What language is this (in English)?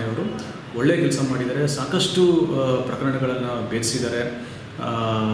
Kannada